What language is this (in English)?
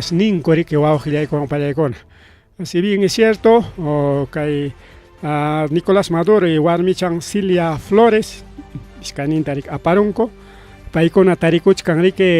Ayacucho Quechua